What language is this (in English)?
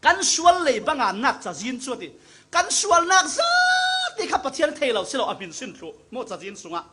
Falam Chin